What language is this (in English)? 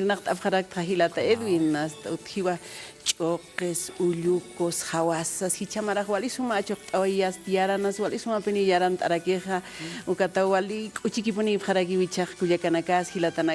Aymara